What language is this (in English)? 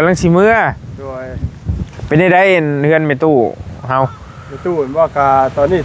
Northeastern Thai